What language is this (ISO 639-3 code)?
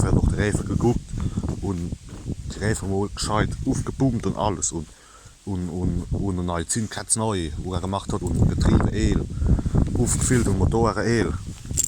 pfl